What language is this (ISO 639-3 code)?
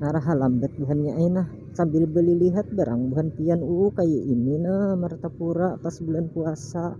bjn